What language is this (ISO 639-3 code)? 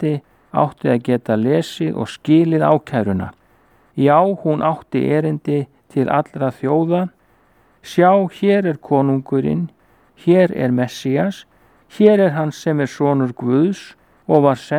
isl